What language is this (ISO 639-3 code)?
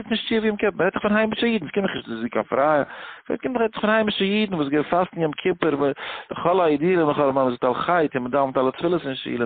yid